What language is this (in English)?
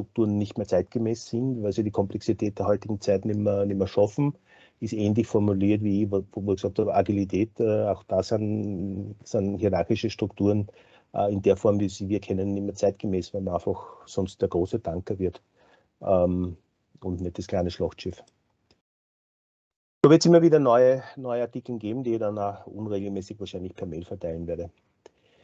German